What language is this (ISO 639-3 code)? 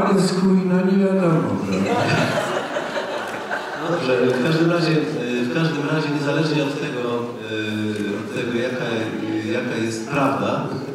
pol